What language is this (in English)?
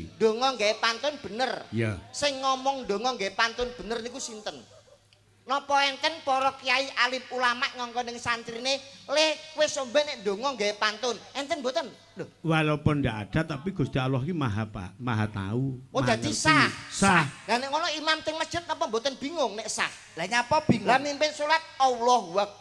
Javanese